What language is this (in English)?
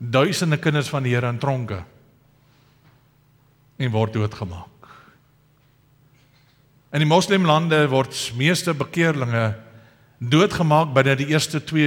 Afrikaans